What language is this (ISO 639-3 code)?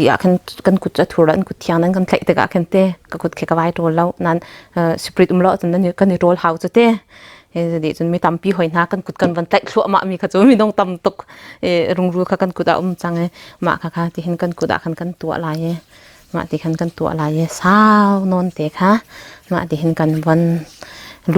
cnh